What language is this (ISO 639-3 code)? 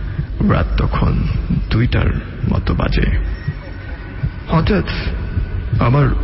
ben